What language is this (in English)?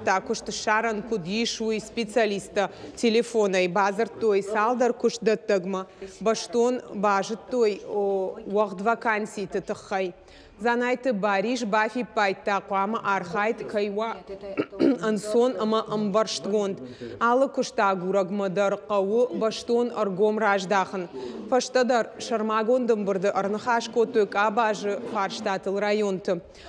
Ossetic